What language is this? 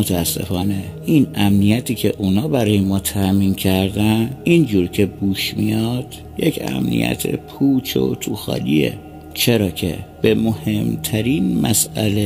Persian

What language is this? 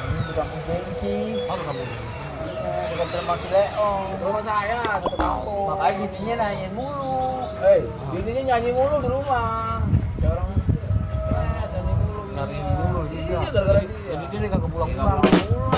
Betawi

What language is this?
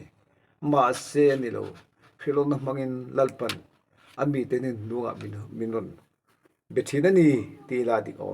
Mizo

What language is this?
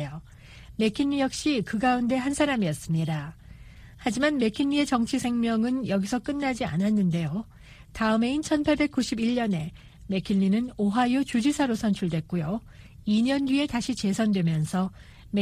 Korean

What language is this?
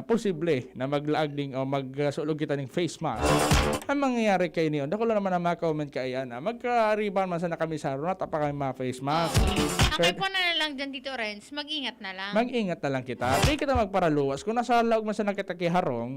Bikol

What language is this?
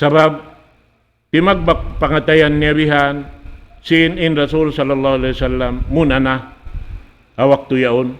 Tausug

